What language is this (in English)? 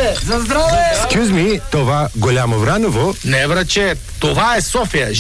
Bulgarian